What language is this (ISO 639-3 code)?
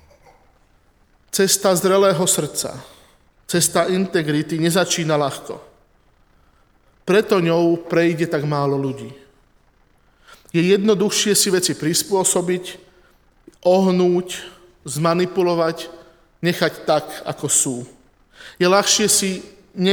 slk